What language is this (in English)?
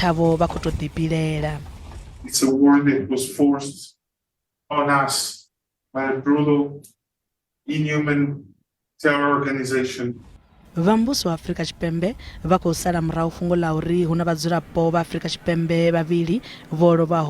Venda